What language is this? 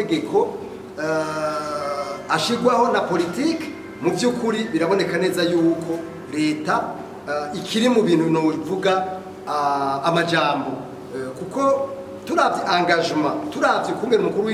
Rundi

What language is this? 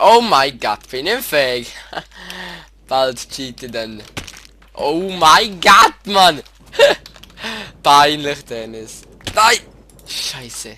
Swiss German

